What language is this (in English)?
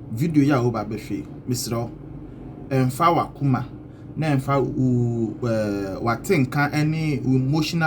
Akan